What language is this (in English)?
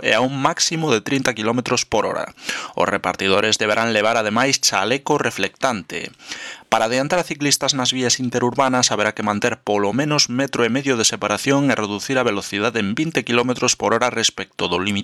Galician